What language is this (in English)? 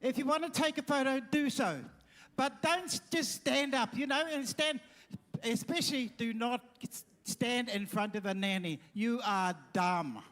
Māori